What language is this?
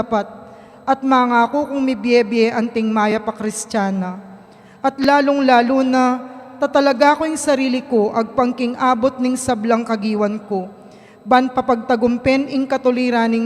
Pampanga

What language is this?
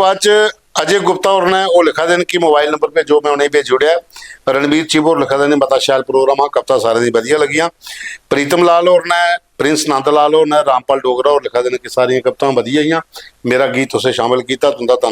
Dogri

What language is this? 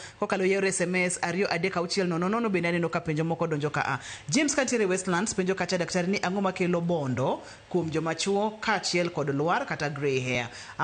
Luo (Kenya and Tanzania)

